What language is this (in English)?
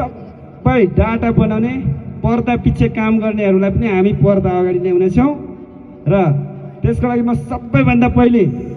Nepali